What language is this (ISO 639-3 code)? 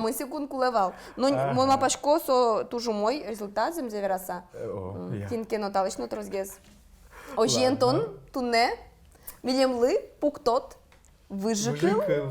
udm